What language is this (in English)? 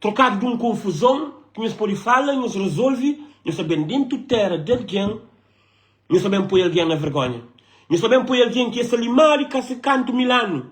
Kabuverdianu